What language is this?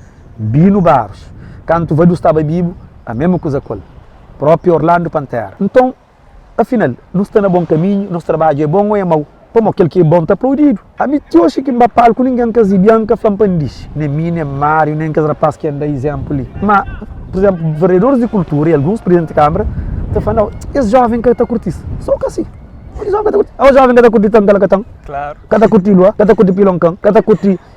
Kabuverdianu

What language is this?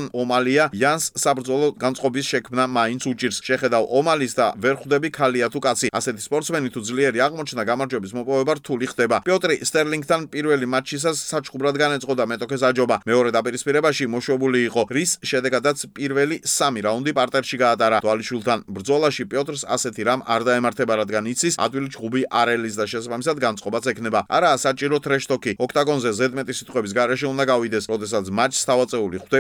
Georgian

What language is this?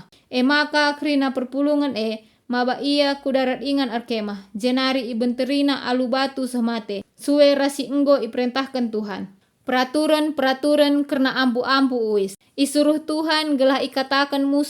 Batak Karo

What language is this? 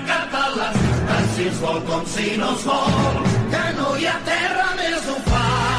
Catalan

